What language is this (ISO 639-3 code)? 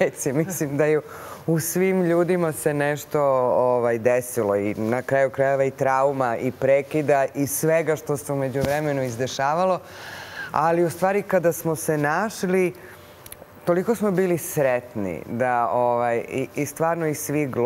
srp